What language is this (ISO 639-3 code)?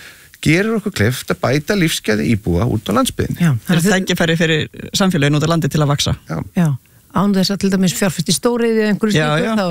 isl